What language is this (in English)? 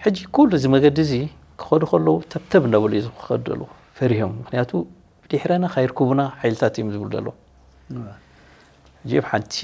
Tigrinya